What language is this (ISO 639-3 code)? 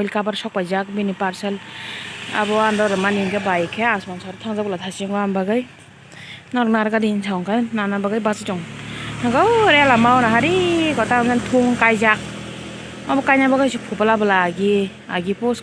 trp